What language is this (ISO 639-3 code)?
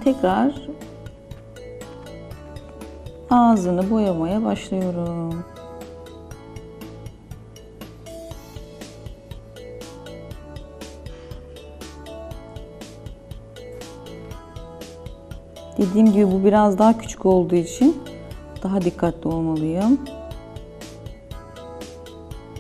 tur